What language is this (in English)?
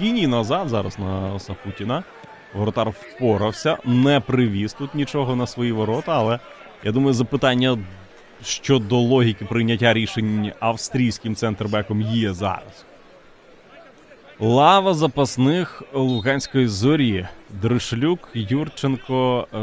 Ukrainian